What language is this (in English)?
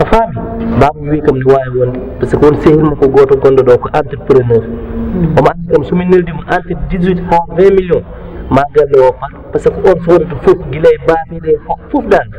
Fula